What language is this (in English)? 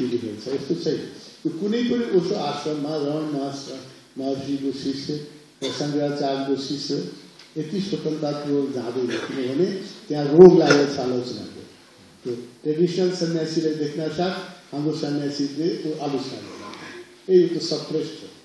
Nepali